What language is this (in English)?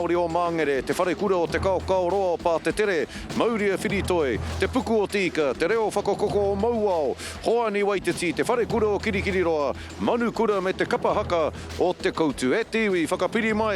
Māori